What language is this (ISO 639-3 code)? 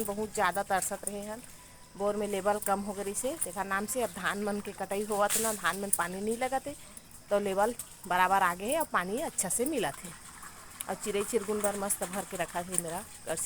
hne